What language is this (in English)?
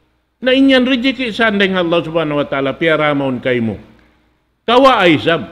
Tausug